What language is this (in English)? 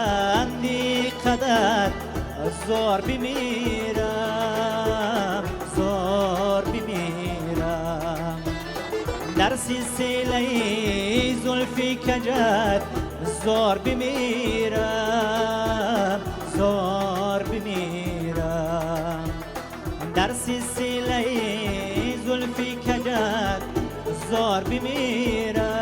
Tajik